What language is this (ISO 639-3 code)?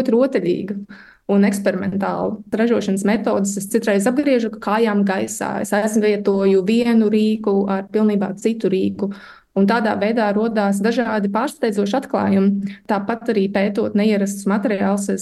lav